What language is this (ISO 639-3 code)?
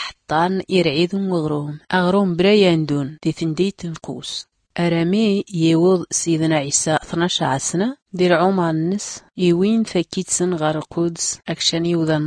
shi